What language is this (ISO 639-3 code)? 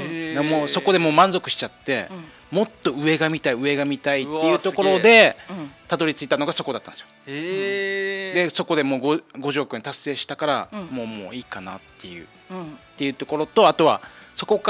jpn